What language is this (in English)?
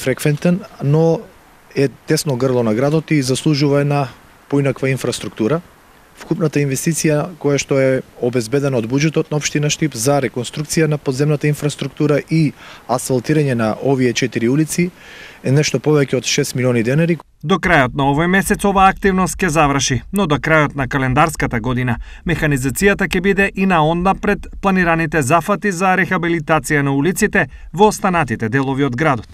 Macedonian